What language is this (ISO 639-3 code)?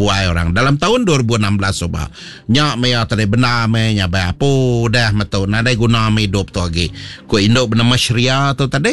iba